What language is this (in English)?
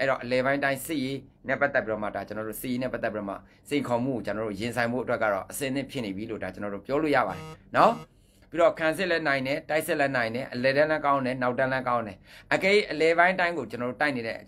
Burmese